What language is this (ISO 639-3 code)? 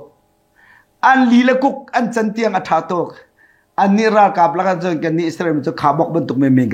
cnh